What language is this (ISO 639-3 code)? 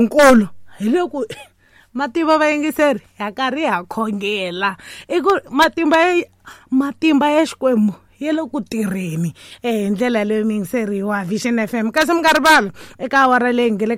tso